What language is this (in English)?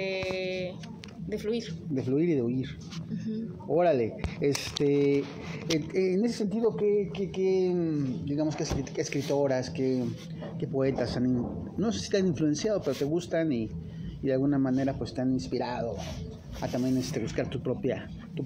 Spanish